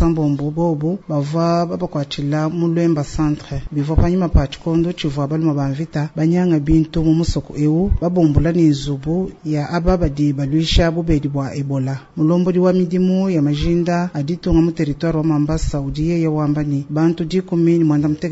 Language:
Luba-Lulua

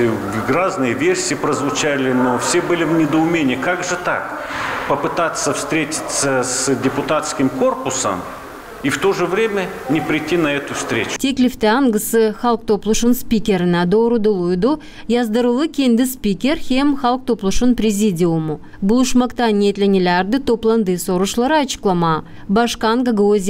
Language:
Gagauz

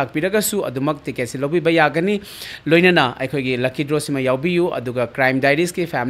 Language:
Manipuri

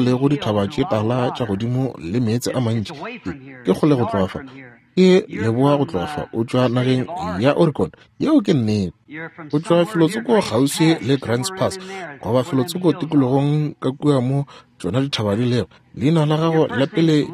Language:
Northern Sotho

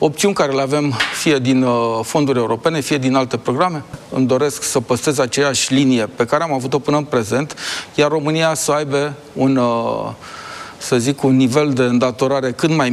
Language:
Romanian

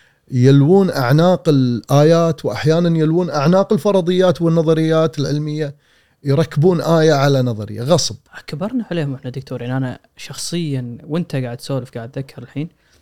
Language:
Gulf Arabic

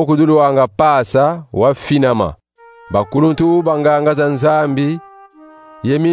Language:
Kongo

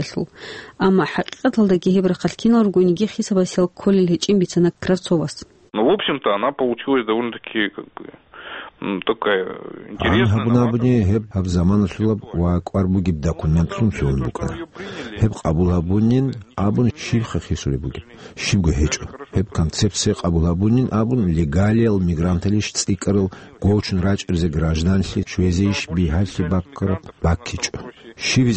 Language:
Avaric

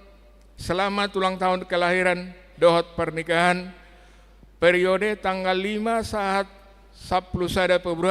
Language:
Batak Toba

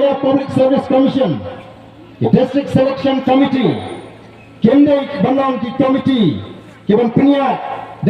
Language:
Khasi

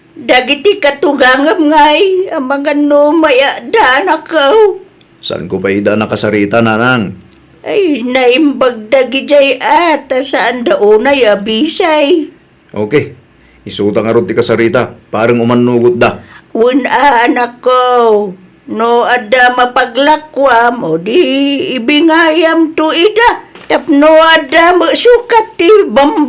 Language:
Iloko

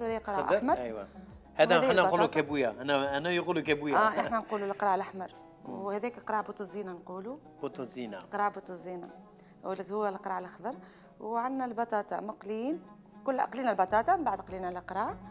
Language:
Algerian Arabic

